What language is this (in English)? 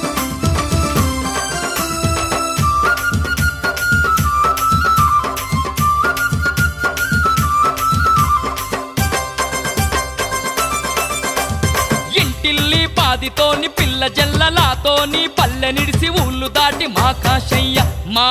Telugu